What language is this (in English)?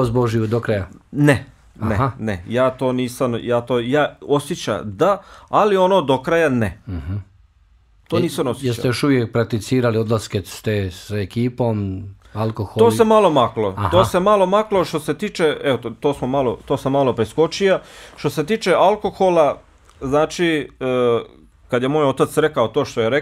Bosnian